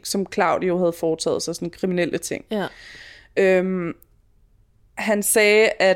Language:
Danish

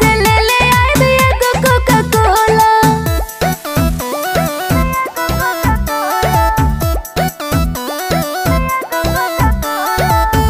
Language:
Bhojpuri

